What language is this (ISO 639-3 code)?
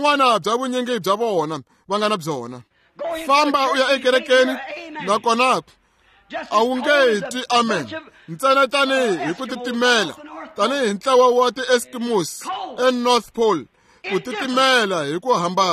tso